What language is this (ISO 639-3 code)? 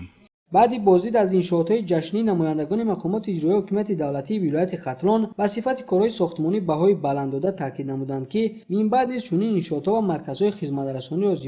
tgk